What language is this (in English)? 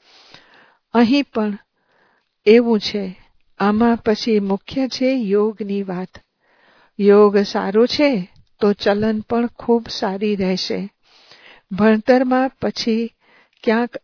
Gujarati